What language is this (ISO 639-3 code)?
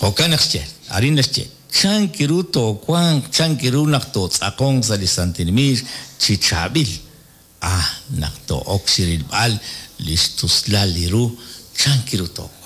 kek